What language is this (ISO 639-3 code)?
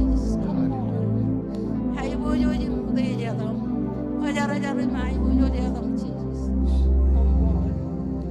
mah